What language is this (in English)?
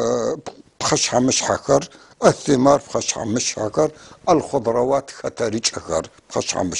North Levantine Arabic